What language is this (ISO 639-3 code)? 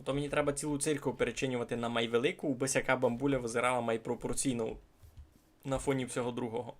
rue